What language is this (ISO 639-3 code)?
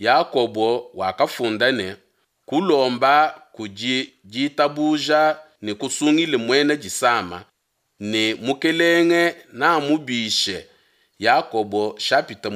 lua